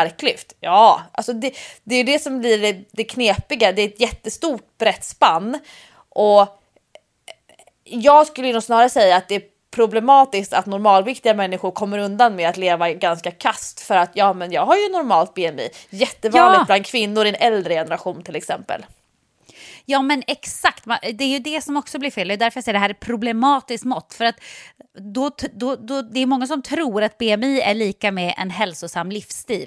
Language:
Swedish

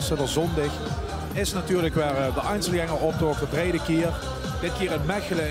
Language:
Limburgish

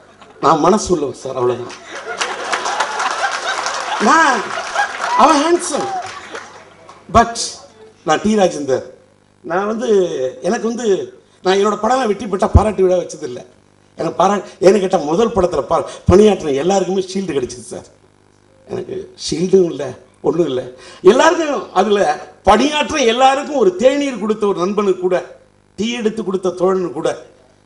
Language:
Tamil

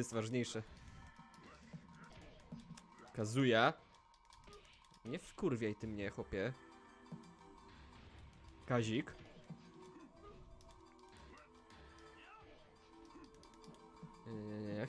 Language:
Polish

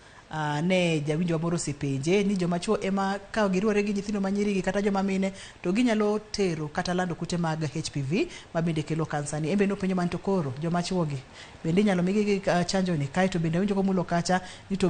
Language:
Luo (Kenya and Tanzania)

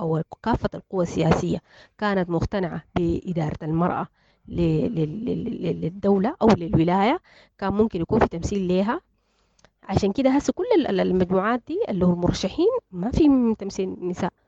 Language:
Sudanese Arabic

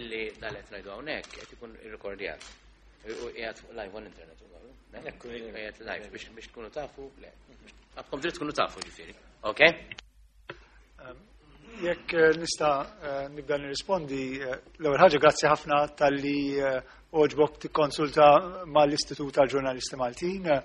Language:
Maltese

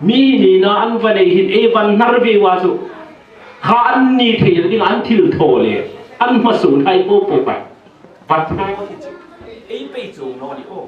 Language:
Hmar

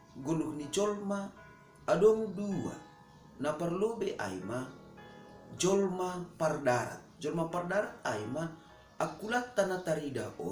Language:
Batak Simalungun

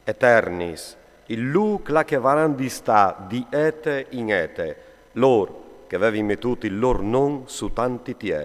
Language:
Friulian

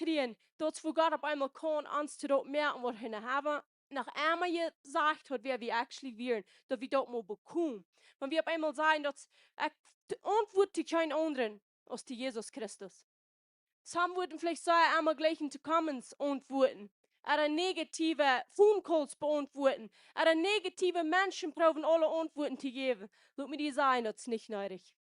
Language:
Plautdietsch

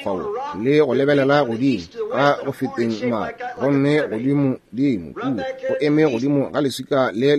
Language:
Northern Sotho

